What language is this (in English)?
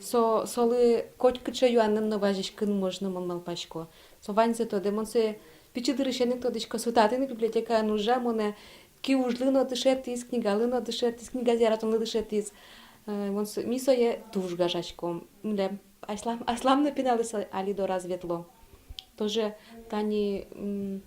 Udmurt